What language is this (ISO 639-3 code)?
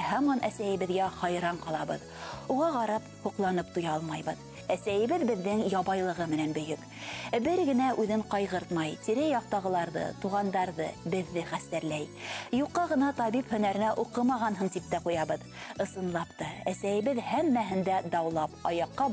bak